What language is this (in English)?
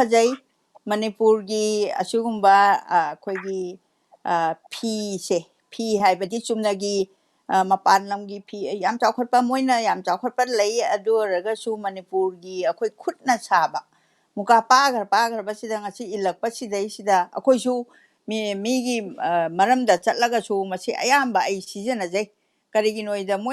Manipuri